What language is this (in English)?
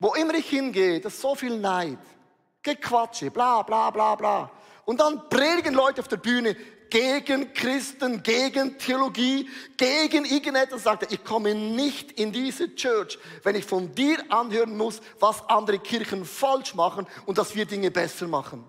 Swiss German